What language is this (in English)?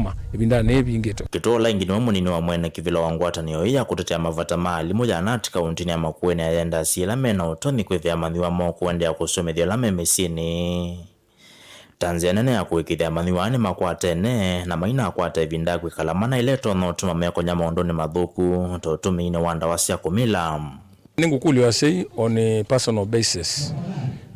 Kamba